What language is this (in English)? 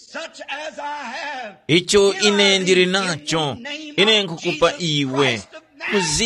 Tumbuka